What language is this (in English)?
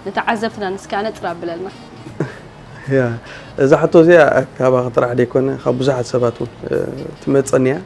Tigrinya